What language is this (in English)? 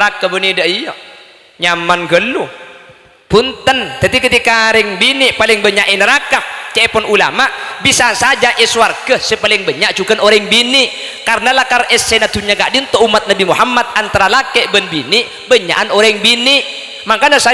Madurese